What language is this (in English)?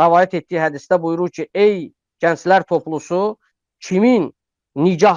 Azerbaijani